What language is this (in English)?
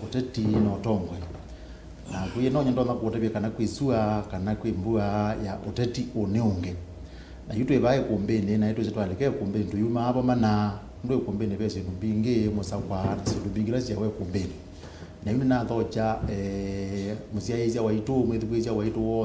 Kamba